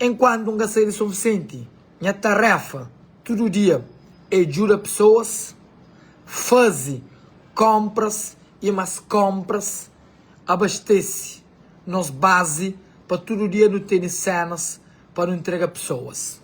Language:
Kabuverdianu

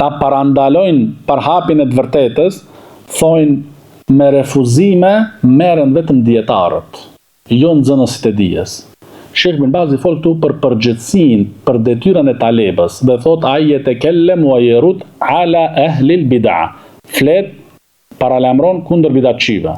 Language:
Albanian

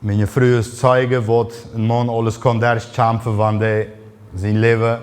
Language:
Plautdietsch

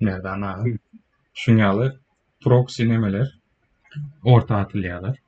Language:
Turkmen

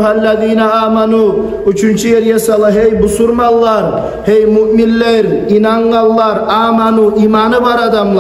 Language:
Kumyk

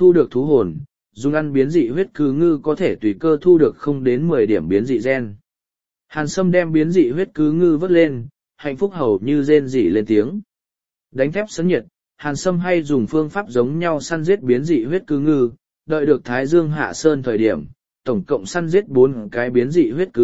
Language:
Vietnamese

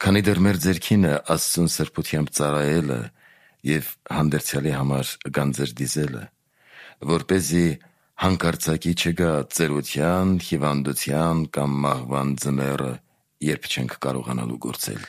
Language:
Armenian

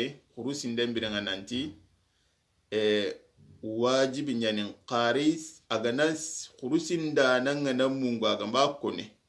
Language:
Soninke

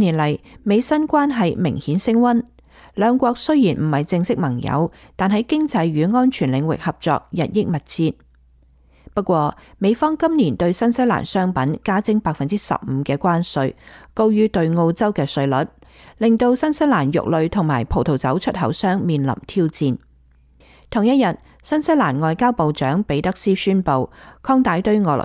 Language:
Cantonese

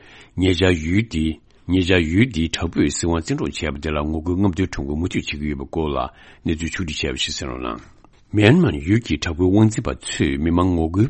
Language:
Tibetan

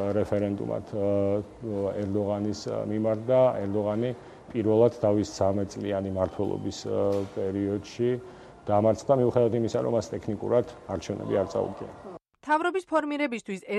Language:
Georgian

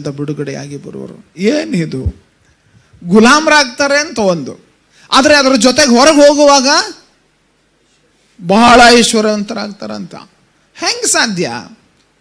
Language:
Kannada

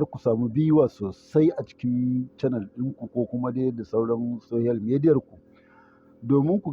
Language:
Hausa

